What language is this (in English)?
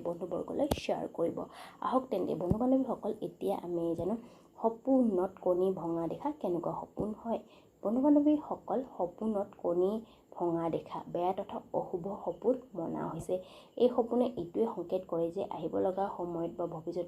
Assamese